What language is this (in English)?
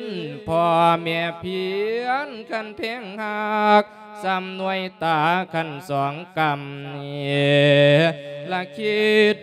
Lao